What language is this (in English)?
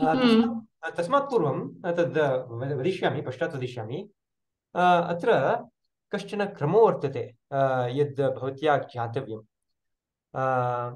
Sanskrit